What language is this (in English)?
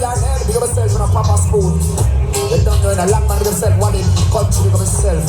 Jamaican Creole English